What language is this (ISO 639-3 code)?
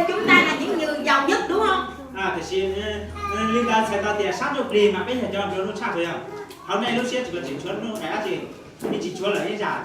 hmn